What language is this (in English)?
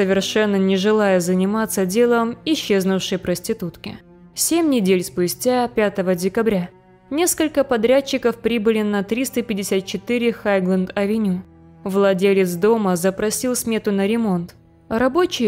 Russian